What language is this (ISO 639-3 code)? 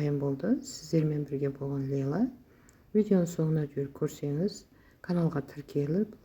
kaz